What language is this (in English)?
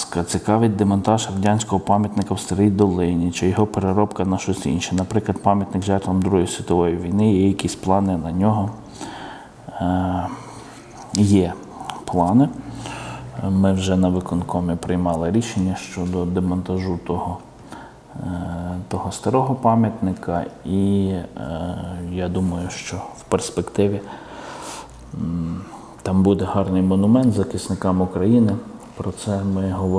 Ukrainian